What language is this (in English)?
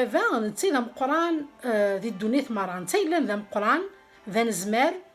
Kabyle